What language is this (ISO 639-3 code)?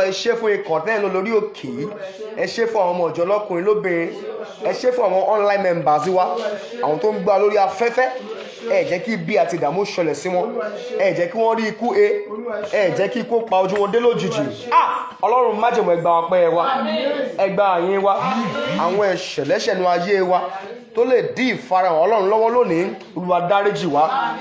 yor